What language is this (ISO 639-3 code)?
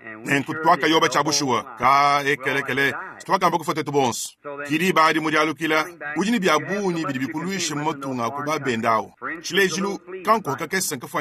lua